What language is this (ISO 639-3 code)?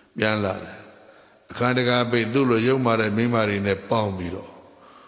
mya